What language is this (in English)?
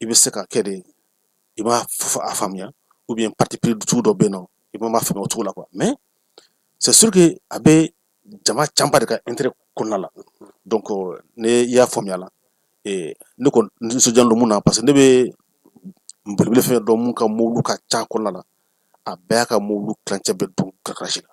Bambara